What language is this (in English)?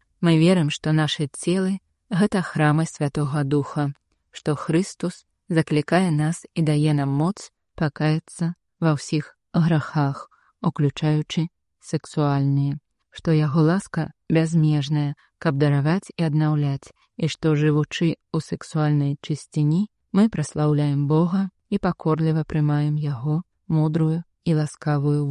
Belarusian